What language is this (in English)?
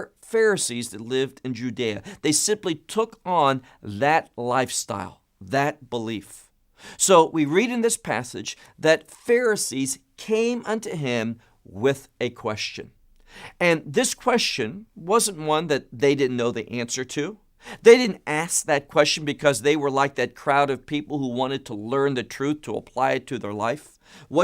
English